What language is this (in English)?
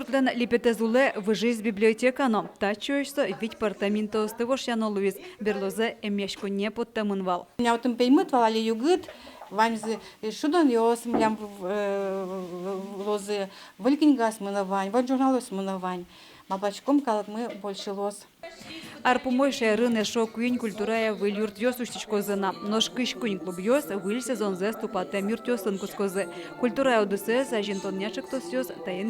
Udmurt